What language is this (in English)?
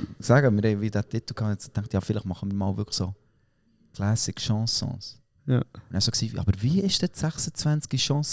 Swiss German